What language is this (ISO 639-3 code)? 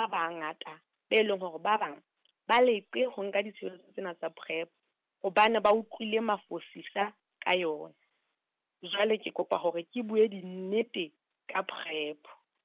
sot